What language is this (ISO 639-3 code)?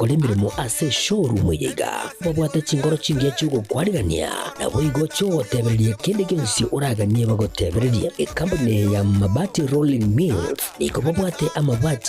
guz